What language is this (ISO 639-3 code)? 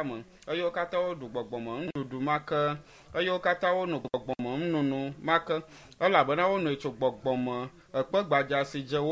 ewe